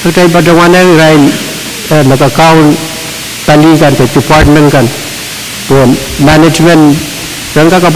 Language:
Pohnpeian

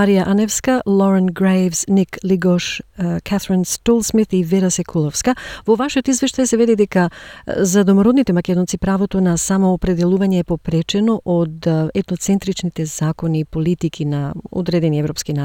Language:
Macedonian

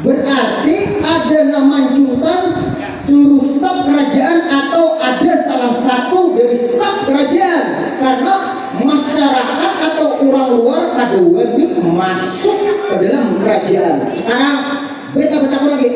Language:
Banjar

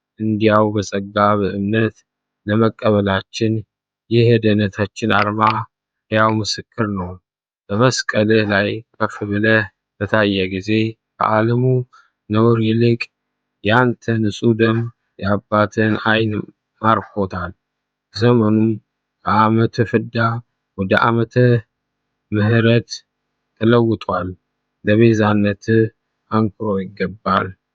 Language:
Amharic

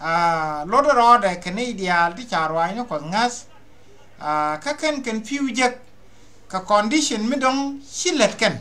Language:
Nuer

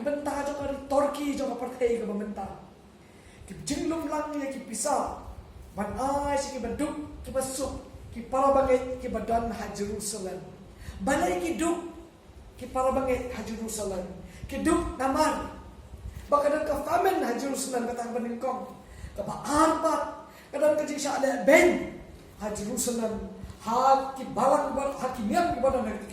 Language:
Khasi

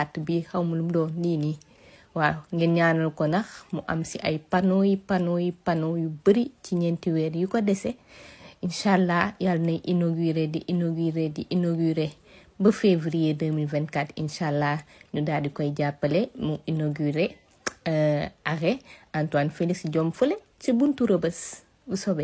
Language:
Wolof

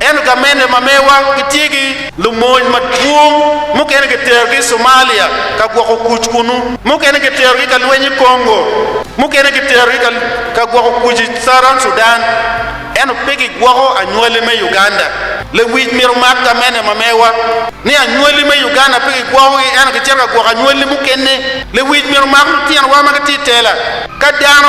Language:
Acoli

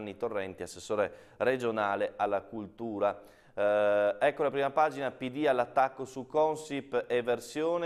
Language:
Italian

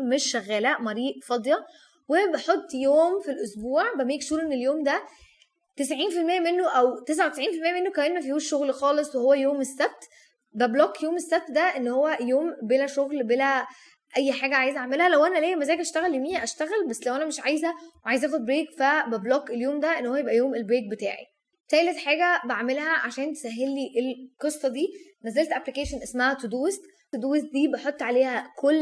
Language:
Egyptian Arabic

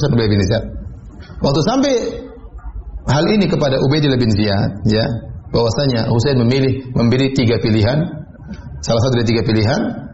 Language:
Indonesian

